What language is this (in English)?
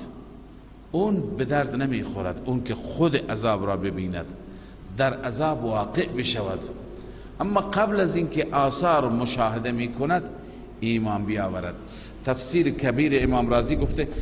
Persian